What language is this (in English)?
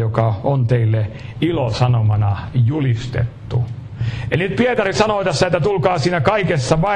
Finnish